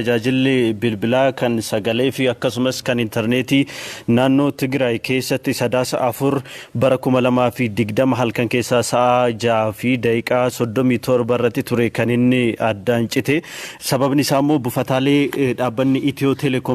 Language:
Oromo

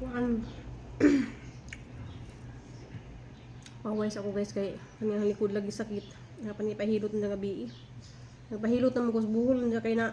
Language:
Cebuano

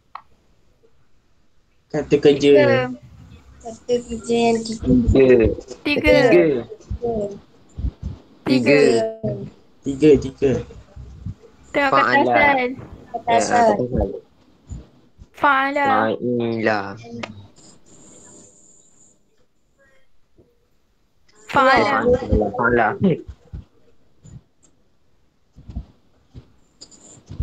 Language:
Malay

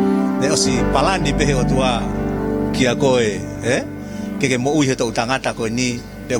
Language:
Tongan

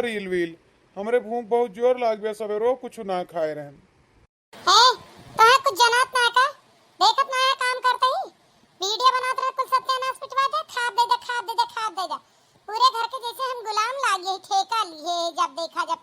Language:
Awadhi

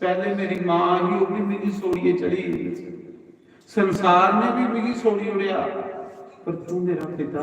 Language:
Dogri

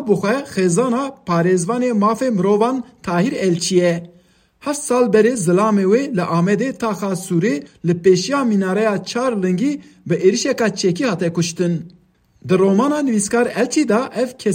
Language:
Kurdish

